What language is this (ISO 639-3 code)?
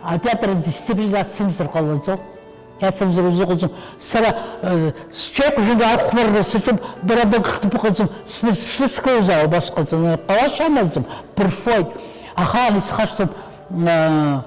abk